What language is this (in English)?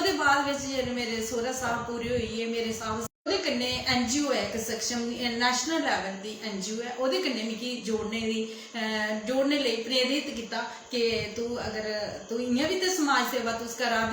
Dogri